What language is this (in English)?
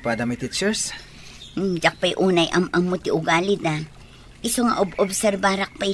Iloko